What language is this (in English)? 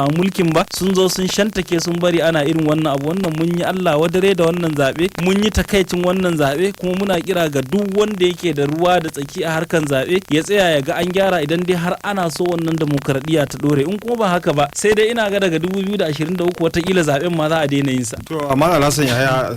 Hausa